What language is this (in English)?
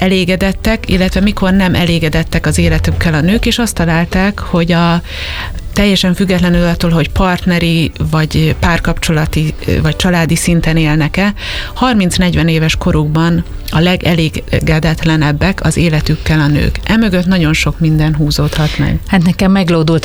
Hungarian